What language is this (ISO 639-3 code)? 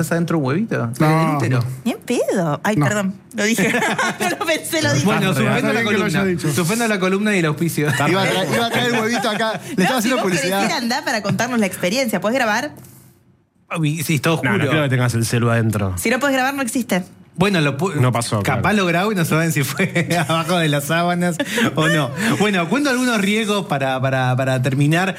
spa